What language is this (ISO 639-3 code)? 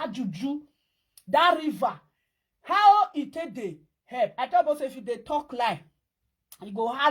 pcm